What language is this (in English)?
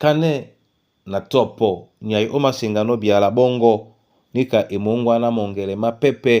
Duala